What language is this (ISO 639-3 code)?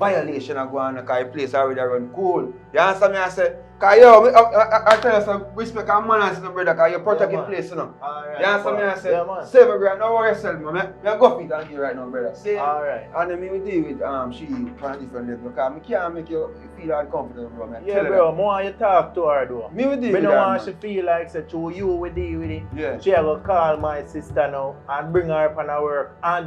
jam